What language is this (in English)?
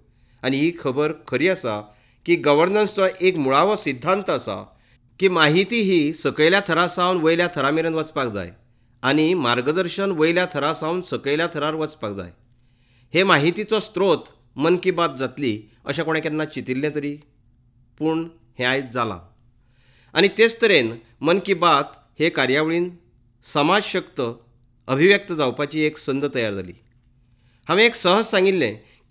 Konkani